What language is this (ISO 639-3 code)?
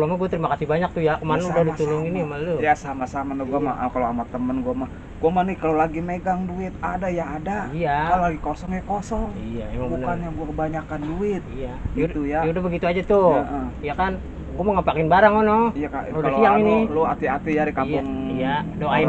bew